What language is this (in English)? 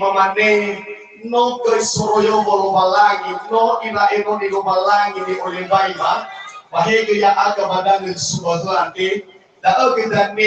Nias